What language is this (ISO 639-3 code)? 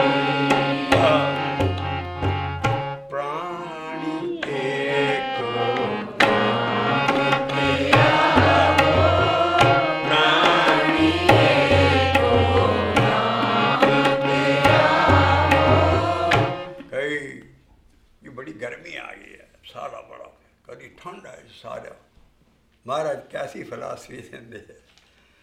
pan